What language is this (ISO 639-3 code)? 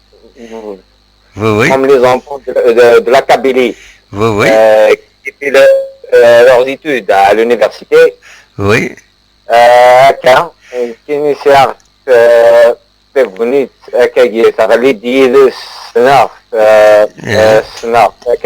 kab